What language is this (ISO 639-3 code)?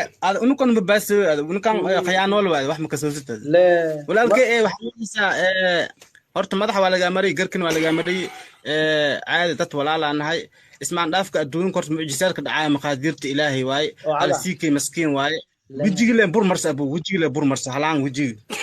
som